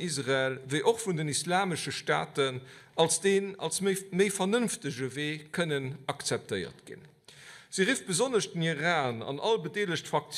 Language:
Luxembourgish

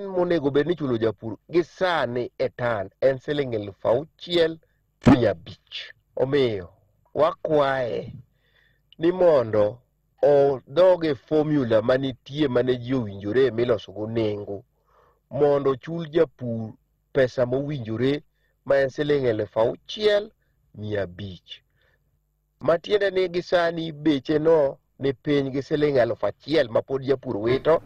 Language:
Luo (Kenya and Tanzania)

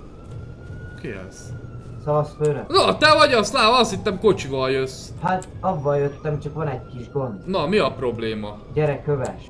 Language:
Hungarian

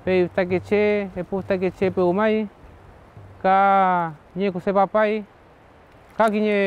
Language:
Mapuche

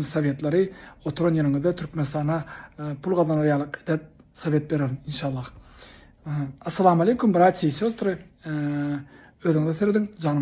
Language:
Turkmen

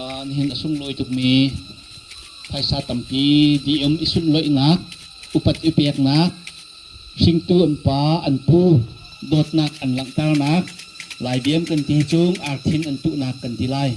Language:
Hakha Chin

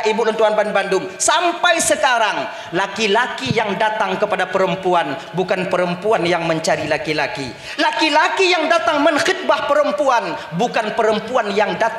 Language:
Achinese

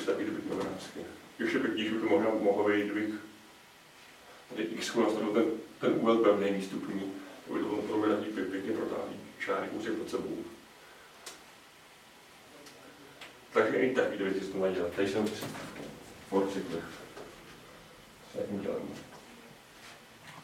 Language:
Czech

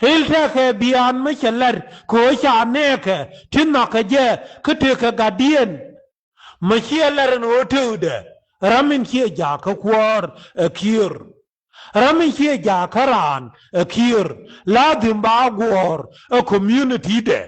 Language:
Nuer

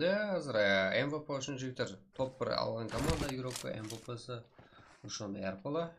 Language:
Kara-Kalpak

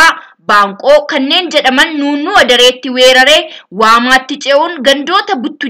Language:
Oromo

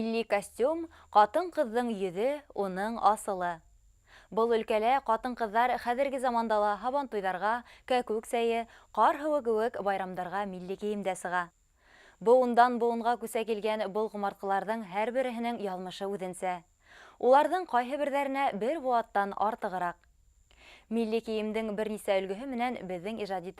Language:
Bashkir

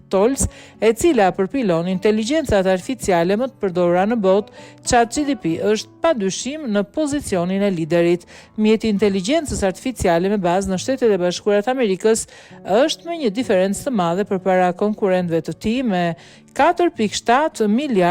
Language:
Albanian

